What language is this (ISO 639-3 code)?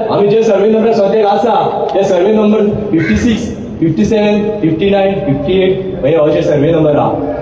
kok